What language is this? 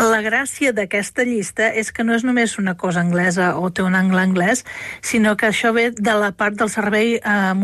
Catalan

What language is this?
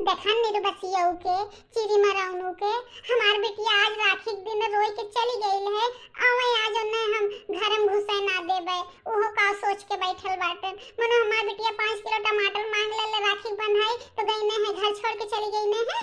Bhojpuri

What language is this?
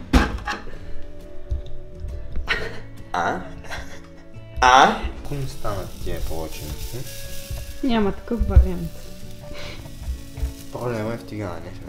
Bulgarian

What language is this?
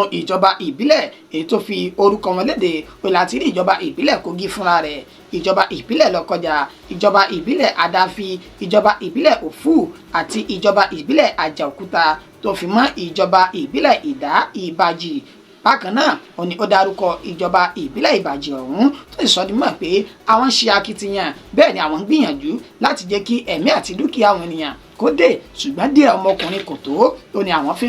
Yoruba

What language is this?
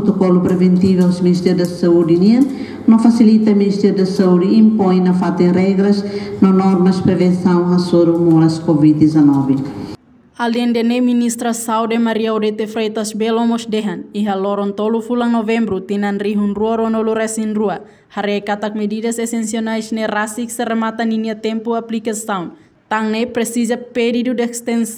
Tetum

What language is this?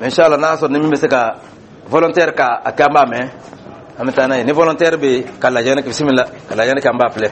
Dyula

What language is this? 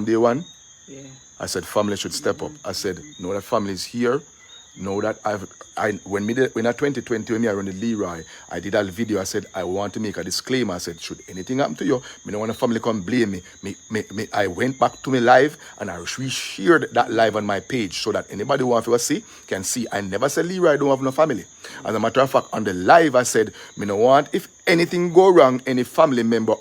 Jamaican Creole English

